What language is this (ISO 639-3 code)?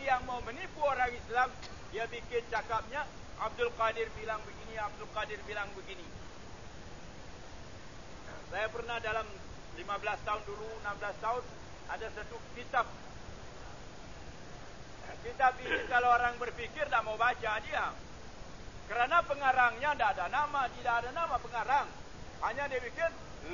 msa